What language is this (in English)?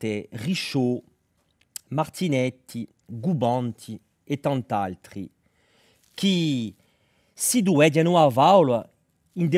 Corsican